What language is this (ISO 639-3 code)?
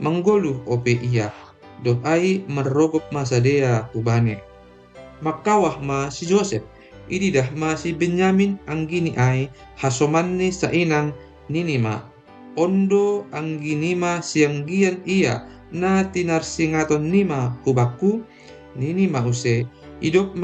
bts